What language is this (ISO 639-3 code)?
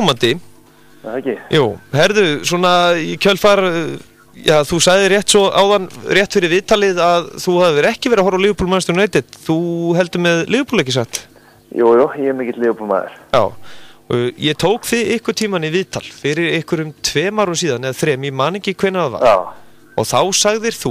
isl